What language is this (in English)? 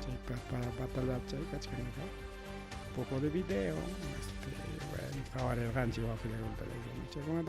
Ayacucho Quechua